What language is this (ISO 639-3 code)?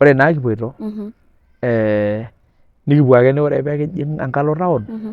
mas